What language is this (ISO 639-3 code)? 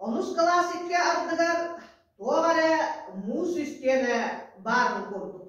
sah